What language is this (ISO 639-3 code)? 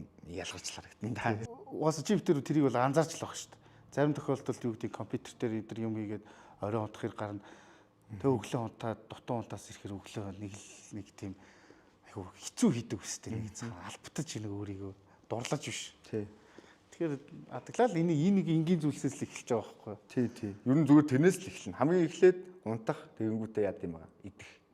mon